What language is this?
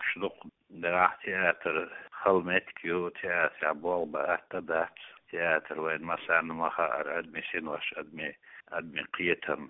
Chechen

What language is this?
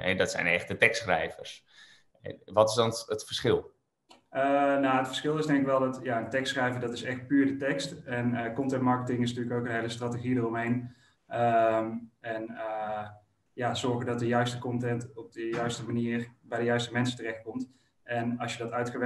Dutch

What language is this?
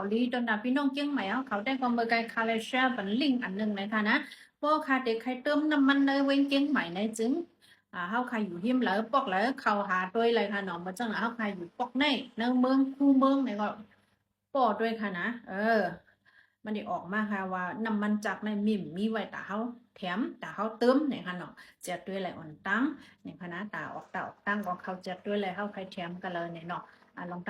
Shan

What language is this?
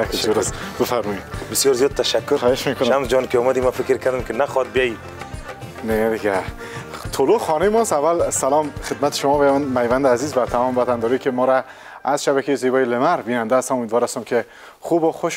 Persian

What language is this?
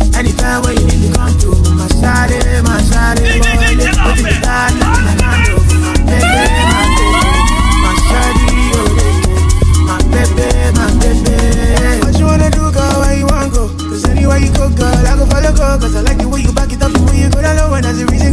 English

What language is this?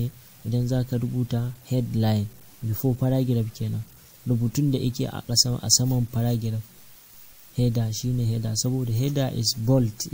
Hausa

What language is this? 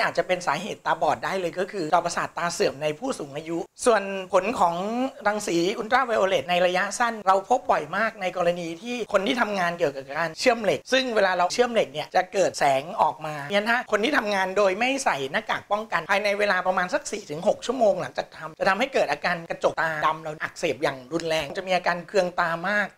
Thai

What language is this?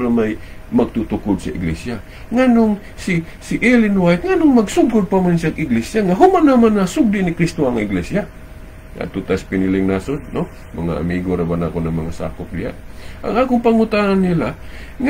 Cebuano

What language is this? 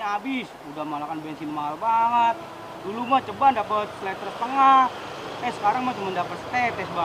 Betawi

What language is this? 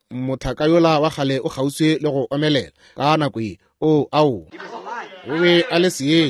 Northern Sotho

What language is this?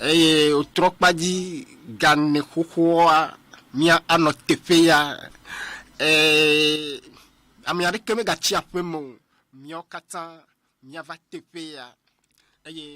Ewe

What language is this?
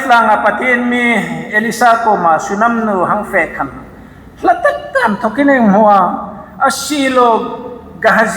Hmar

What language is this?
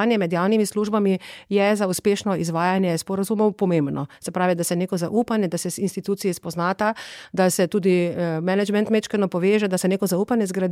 Slovenian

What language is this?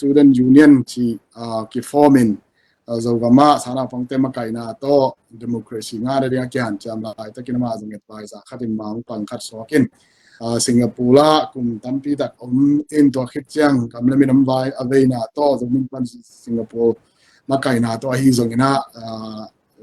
Tedim Chin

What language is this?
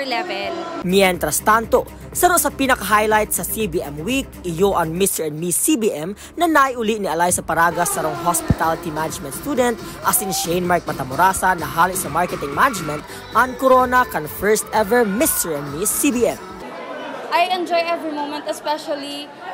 Bikol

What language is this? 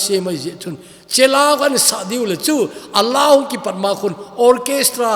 Thado Chin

